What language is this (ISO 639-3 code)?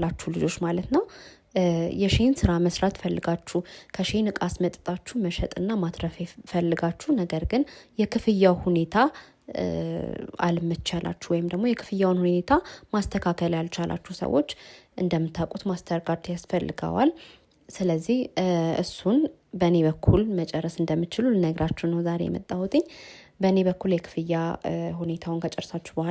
amh